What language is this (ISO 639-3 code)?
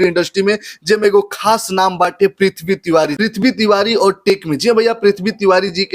bho